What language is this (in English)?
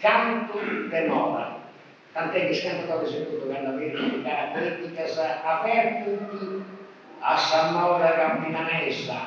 Sardinian